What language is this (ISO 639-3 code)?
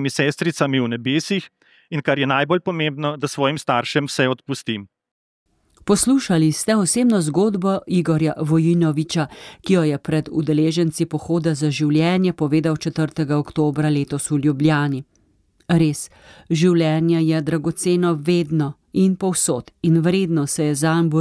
slv